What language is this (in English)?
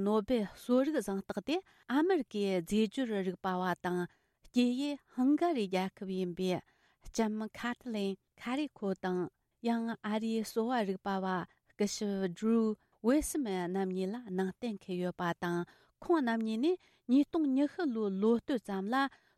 Tibetan